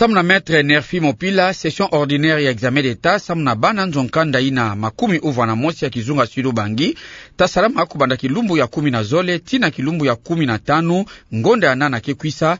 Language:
Kituba (Democratic Republic of Congo)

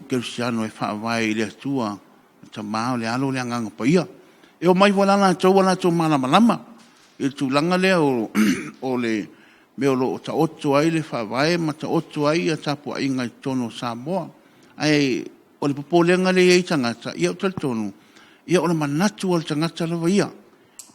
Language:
Samoan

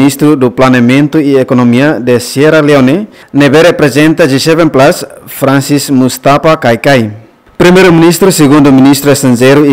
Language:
Tetum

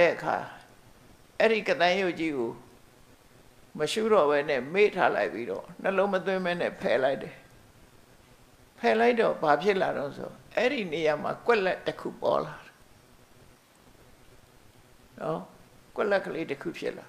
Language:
Burmese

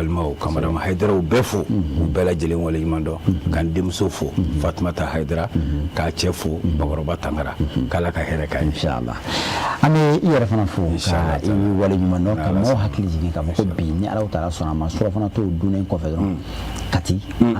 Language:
Bambara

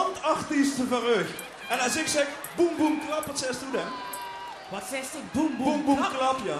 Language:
Limburgish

